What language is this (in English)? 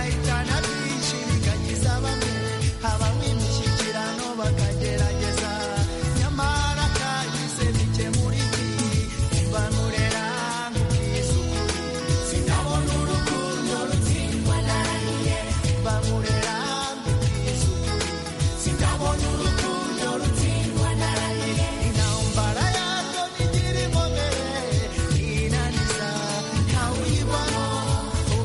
Kinyarwanda